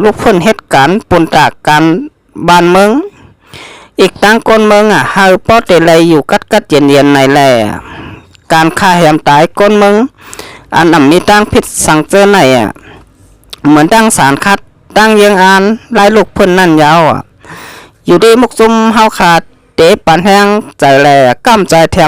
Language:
Shan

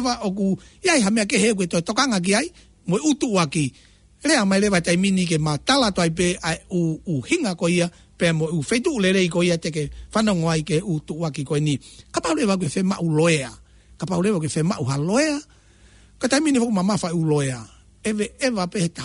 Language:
Tongan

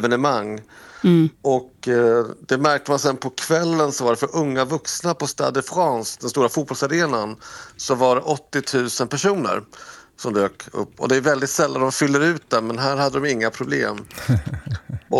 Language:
Swedish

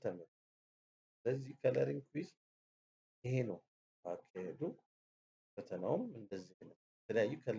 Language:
Amharic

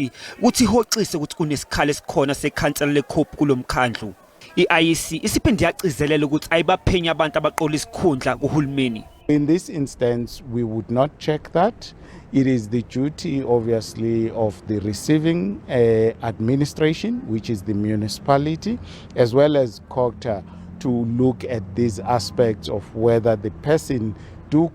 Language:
Zulu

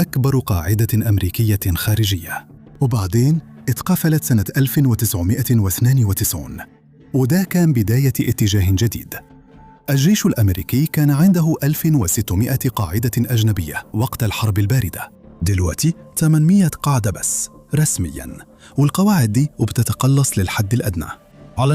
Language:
Egyptian Arabic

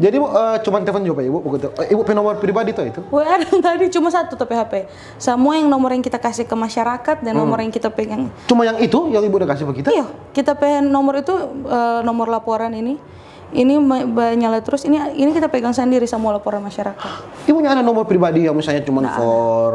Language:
Manado Malay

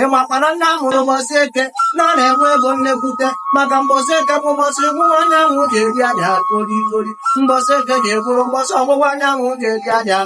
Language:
Igbo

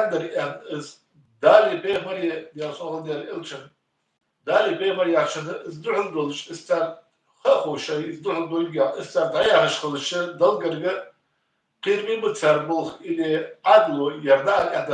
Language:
Ingush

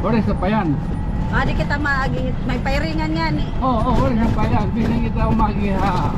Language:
Waray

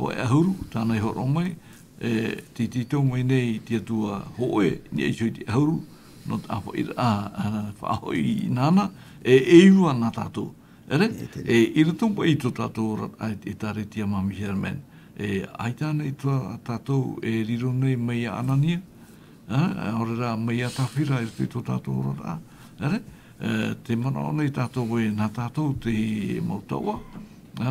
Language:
Tahitian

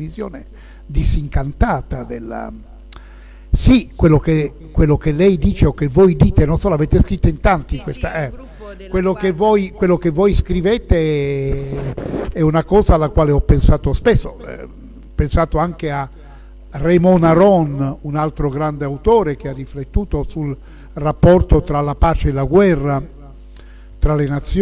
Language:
Italian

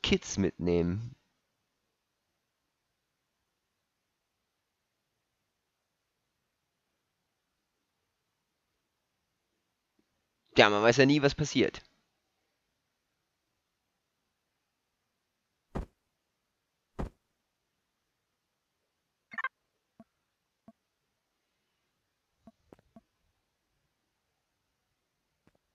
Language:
German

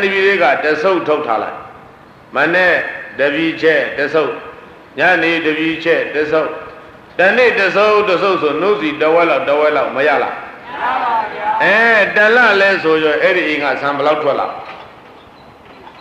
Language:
Burmese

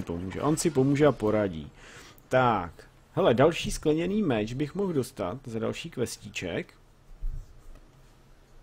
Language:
Czech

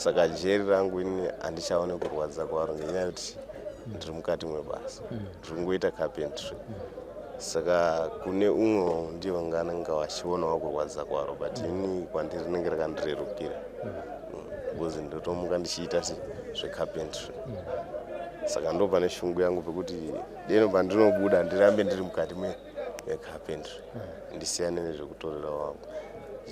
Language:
Shona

